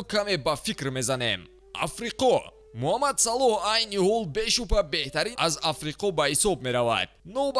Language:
Tajik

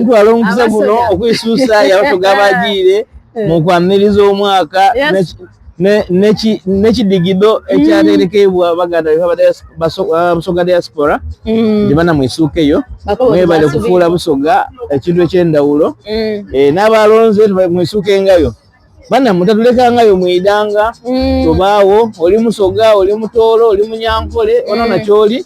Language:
Soga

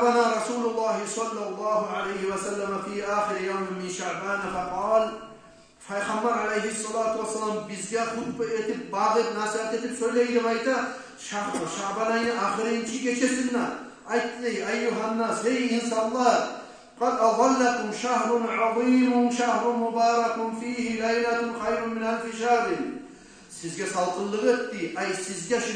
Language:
Kumyk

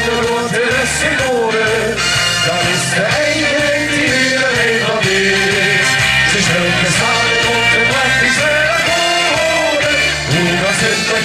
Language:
Limburgish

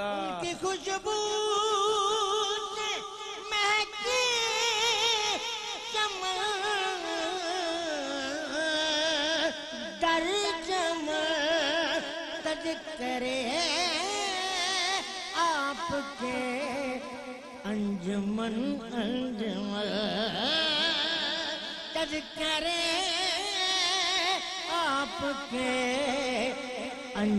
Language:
Urdu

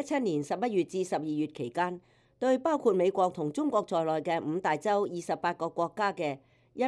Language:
Cantonese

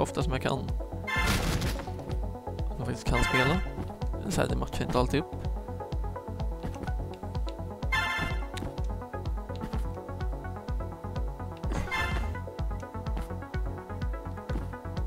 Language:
Swedish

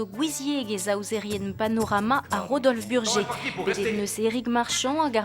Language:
Breton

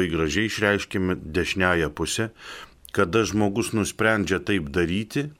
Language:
Lithuanian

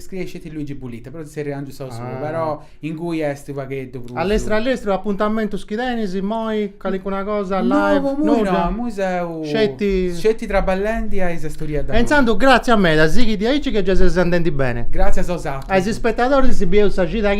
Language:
Sardinian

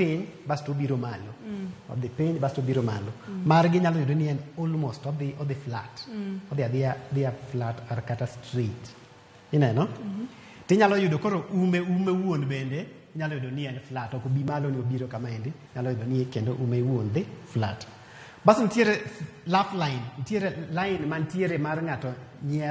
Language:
Luo (Kenya and Tanzania)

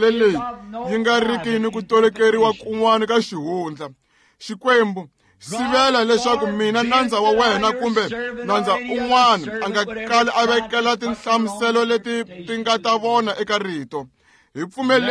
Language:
Tsonga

